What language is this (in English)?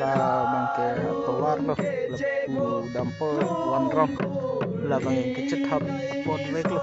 Karbi